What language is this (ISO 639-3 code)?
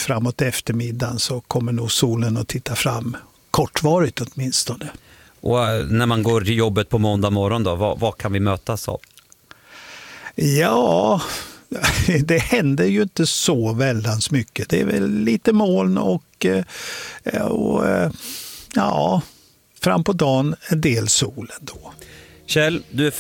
swe